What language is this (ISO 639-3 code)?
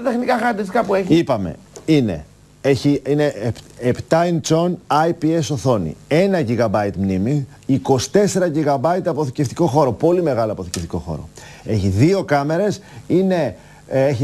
ell